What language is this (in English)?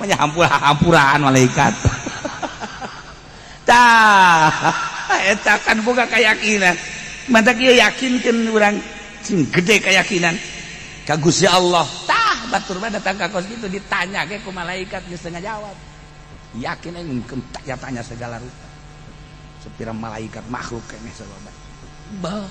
Sundanese